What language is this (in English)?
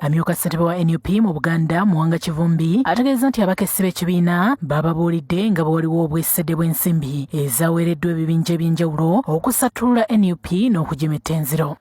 Ganda